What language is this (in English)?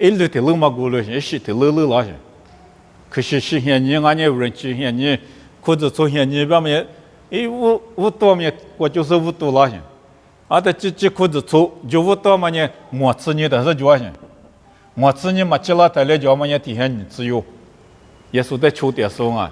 Lisu